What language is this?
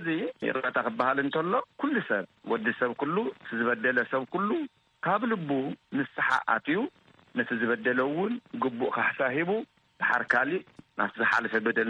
Tigrinya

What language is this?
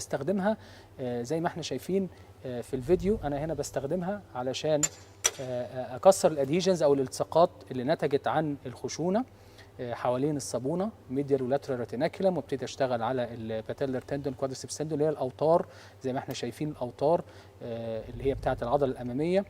Egyptian Arabic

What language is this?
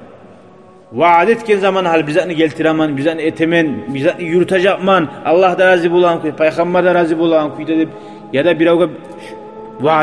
Kumyk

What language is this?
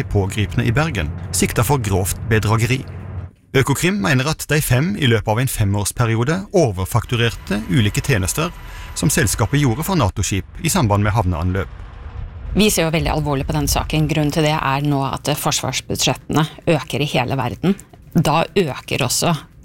Norwegian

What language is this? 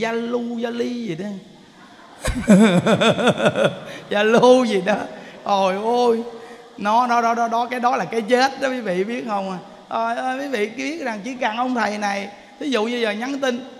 Vietnamese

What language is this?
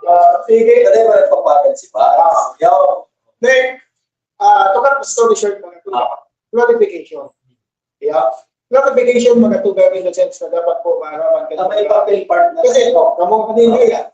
Bikol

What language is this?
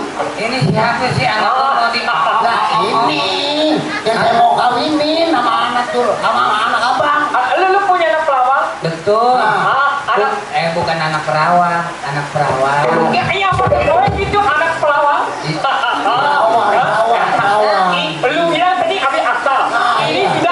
Betawi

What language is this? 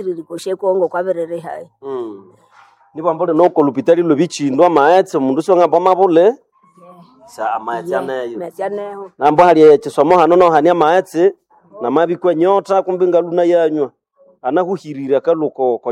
Nande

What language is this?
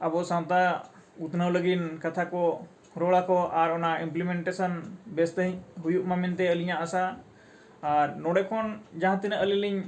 Santali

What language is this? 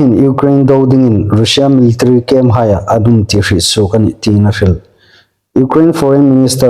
Hmar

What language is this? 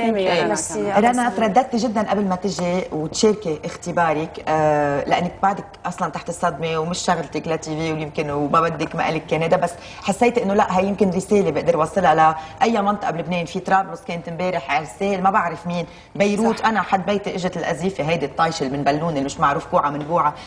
North Levantine Arabic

